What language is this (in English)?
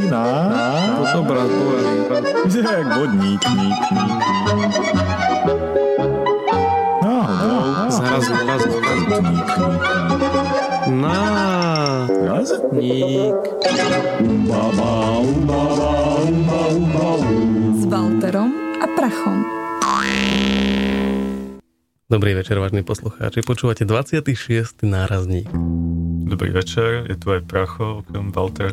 Slovak